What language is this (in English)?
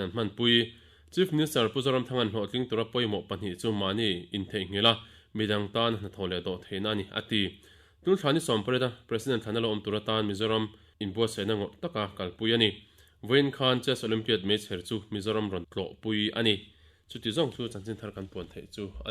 Mizo